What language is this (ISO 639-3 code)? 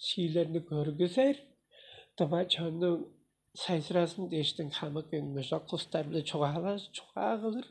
tyv